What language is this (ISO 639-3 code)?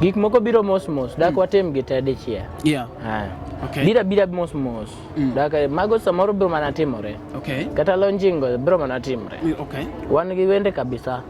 luo